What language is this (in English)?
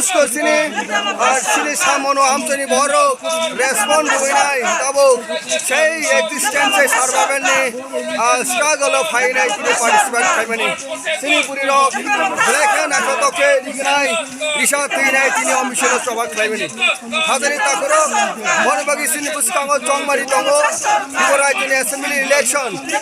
Kok Borok